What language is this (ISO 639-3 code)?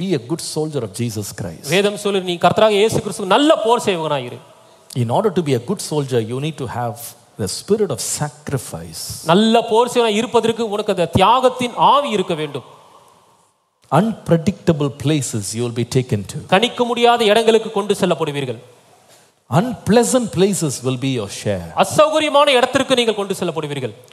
tam